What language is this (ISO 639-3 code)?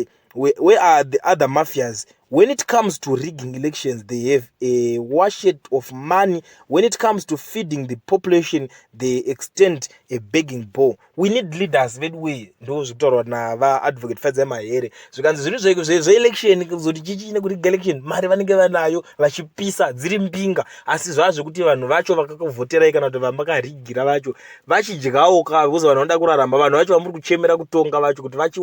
sna